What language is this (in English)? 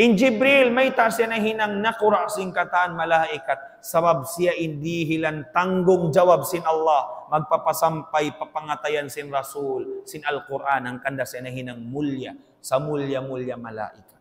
Tausug